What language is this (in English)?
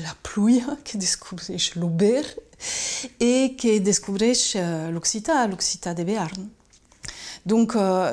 Occitan